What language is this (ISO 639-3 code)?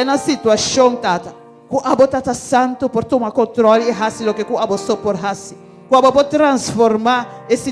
pap